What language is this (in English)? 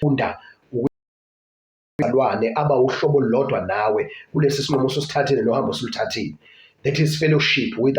Zulu